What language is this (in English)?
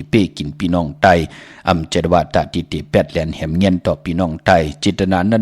Shan